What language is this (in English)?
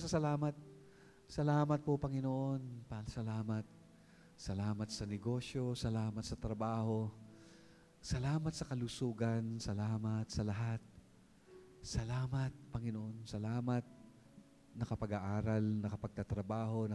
Filipino